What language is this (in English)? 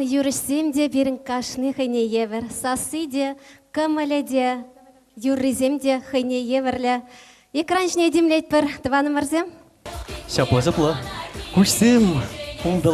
Chuvash